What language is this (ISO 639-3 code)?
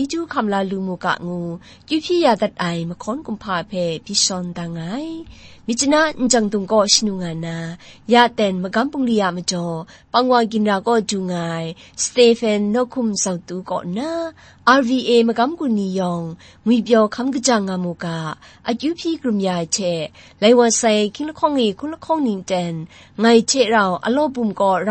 kac